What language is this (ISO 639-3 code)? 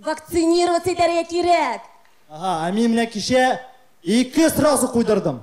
tat